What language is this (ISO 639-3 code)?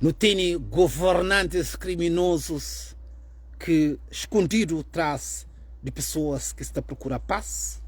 kea